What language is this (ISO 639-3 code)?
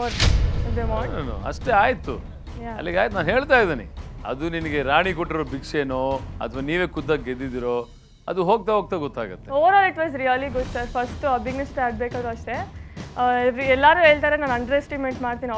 kan